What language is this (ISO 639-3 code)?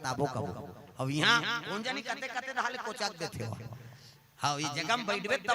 hne